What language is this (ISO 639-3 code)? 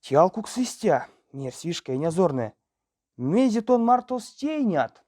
myv